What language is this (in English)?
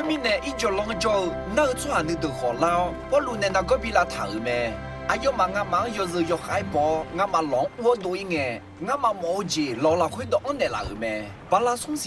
Akha